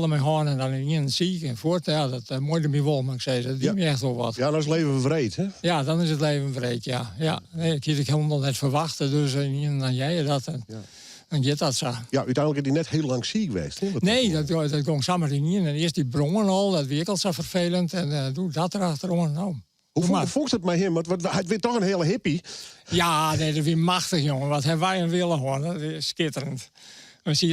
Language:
Western Frisian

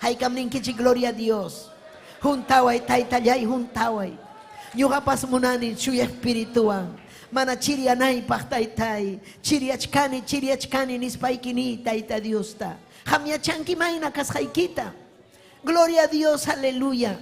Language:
Ayacucho Quechua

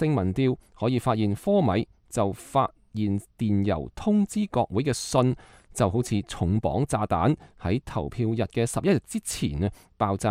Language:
Cantonese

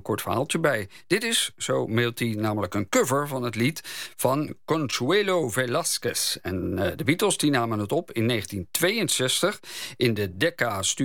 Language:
Dutch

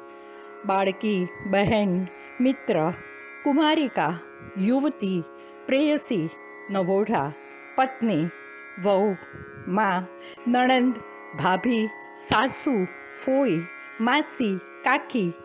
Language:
Gujarati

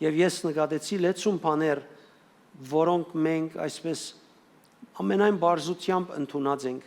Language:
Western Armenian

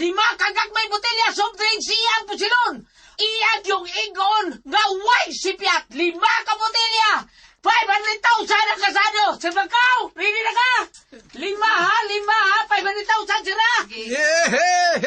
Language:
Cebuano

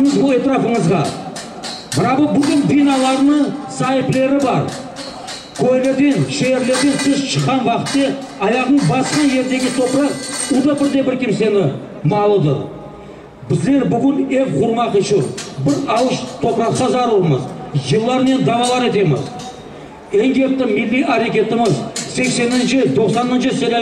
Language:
Crimean Tatar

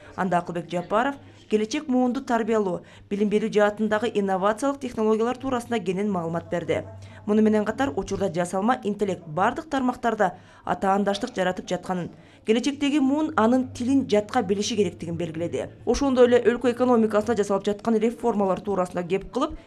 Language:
Kyrgyz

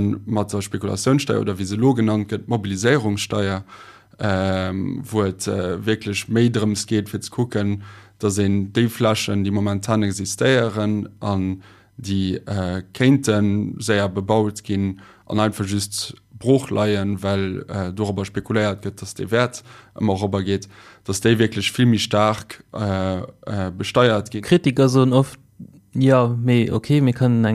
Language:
Luxembourgish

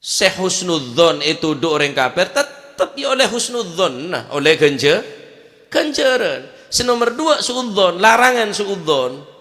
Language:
Madurese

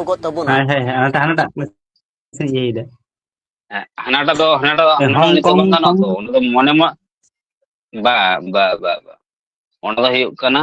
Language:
Santali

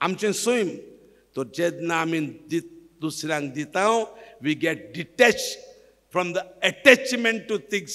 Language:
Konkani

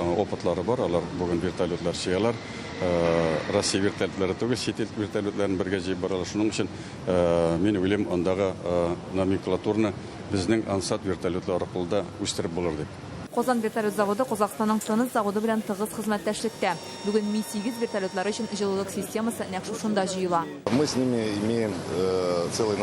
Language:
Tatar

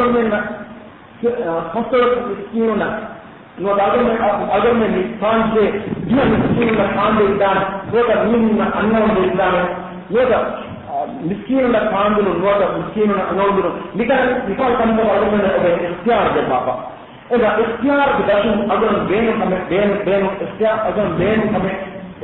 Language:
Divehi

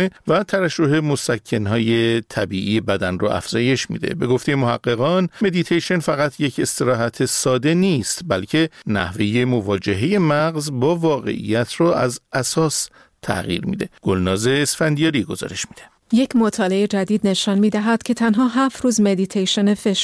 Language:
Persian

